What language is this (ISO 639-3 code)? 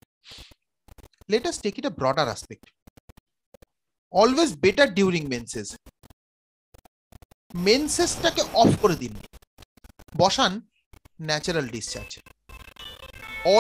ben